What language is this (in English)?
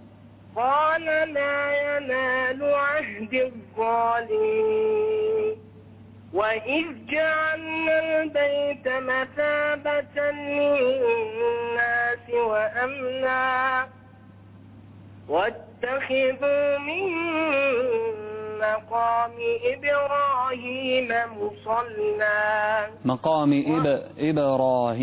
Arabic